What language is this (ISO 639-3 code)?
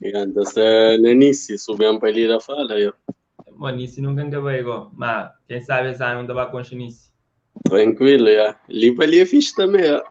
kea